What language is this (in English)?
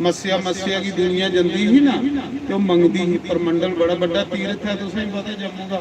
Dogri